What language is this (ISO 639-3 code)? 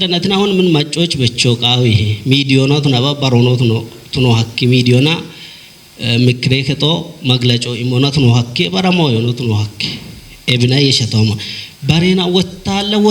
kbr